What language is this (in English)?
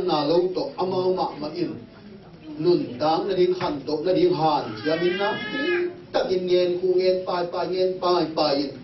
Tedim Chin